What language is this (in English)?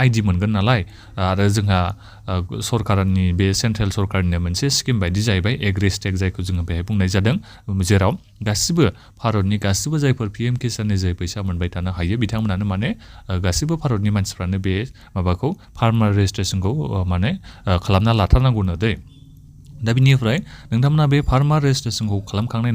Bodo